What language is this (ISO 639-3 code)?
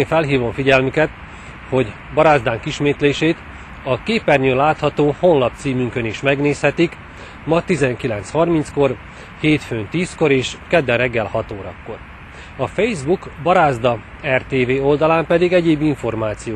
hun